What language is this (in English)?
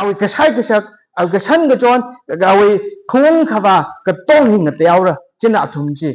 Tangkhul Naga (India)